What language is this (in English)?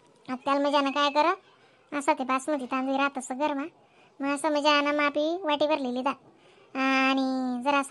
Khandesi